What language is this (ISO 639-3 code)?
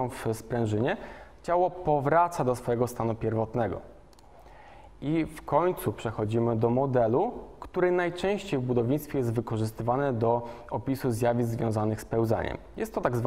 pol